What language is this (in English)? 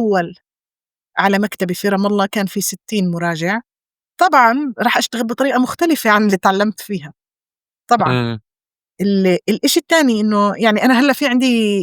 North Levantine Arabic